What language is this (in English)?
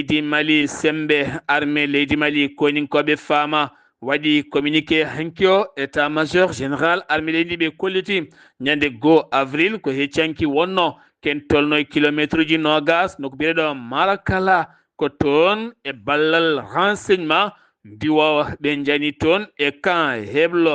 Fula